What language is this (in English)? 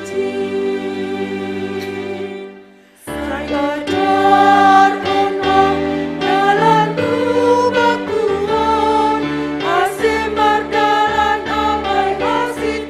Batak Simalungun